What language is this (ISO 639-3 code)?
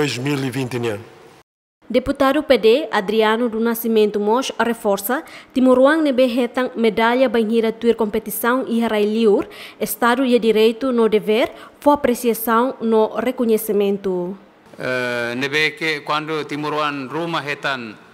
tet